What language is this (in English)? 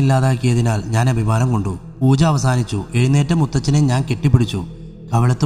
Malayalam